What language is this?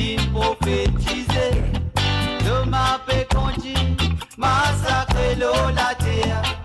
Morisyen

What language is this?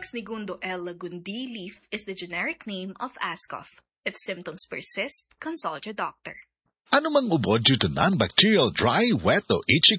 Filipino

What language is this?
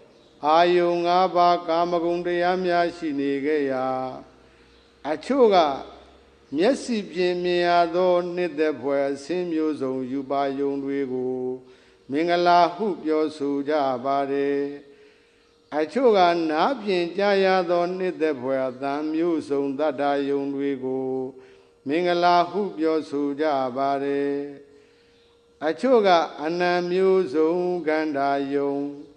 Burmese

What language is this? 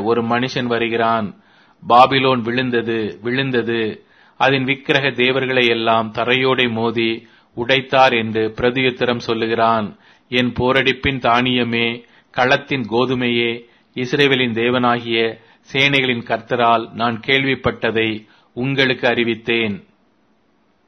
Tamil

